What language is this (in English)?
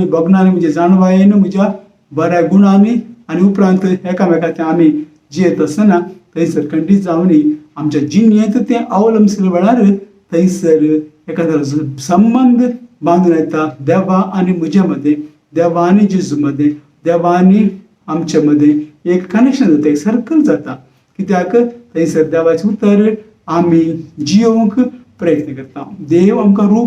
Konkani